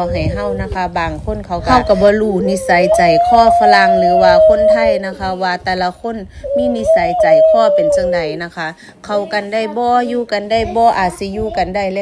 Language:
Northeastern Thai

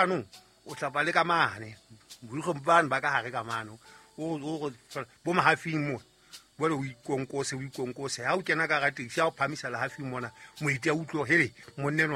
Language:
Southern Sotho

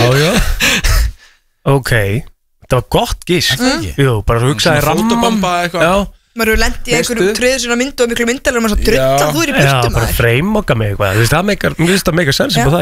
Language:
Icelandic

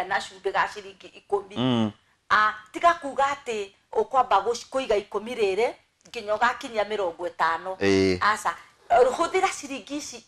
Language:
Kikuyu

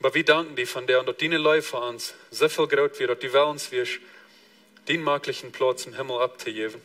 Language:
Plautdietsch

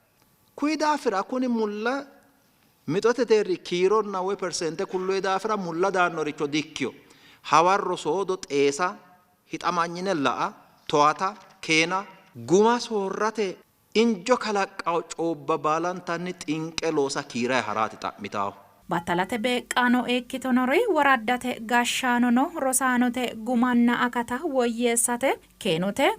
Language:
Sidamo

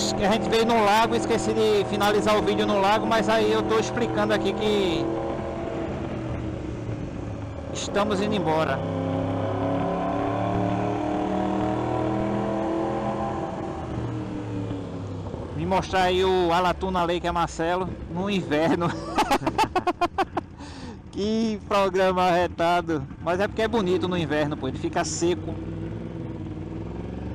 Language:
Portuguese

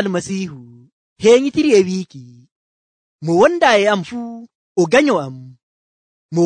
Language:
Nigerian Fulfulde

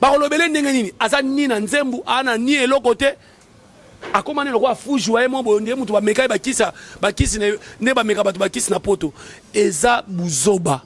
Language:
Lingala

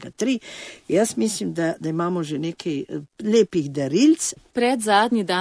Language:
Slovenian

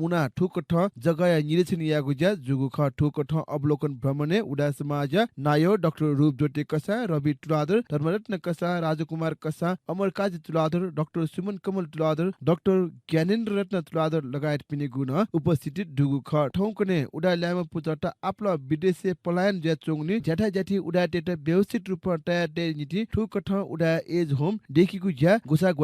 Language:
Newari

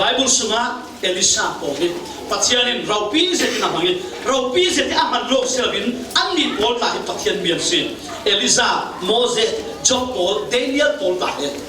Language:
Falam Chin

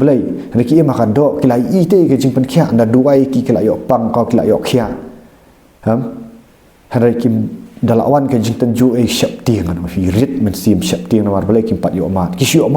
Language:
Khasi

